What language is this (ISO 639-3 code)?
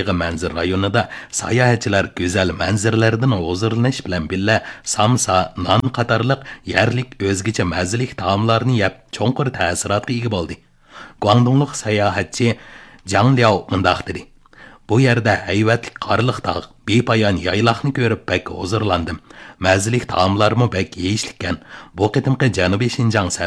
uig